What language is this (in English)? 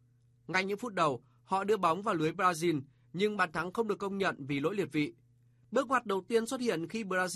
Vietnamese